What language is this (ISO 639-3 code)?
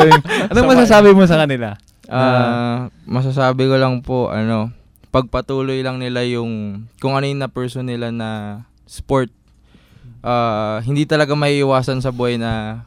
fil